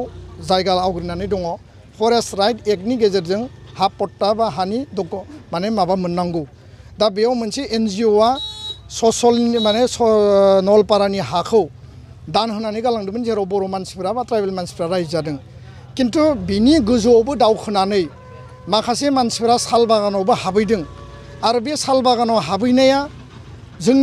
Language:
Bodo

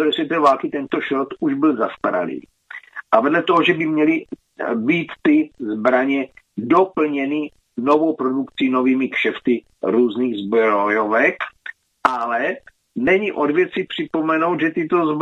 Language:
Czech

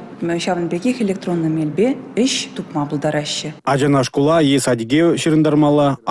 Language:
Chuvash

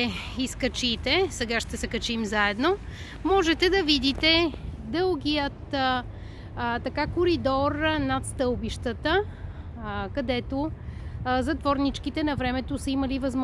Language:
Bulgarian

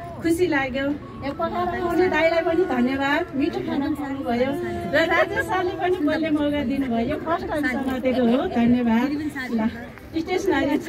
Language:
Nepali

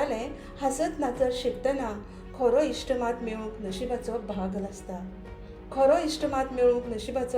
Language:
Konkani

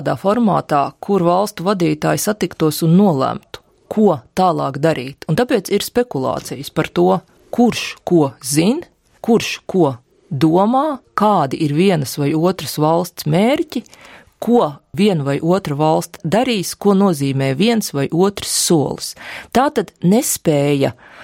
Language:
Latvian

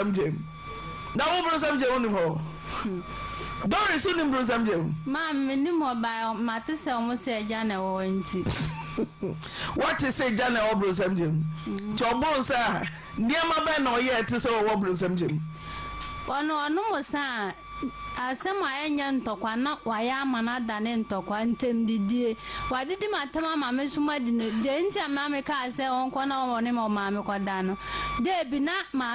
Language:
Akan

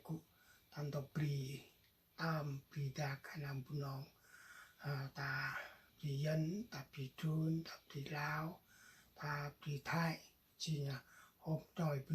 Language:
Central Mnong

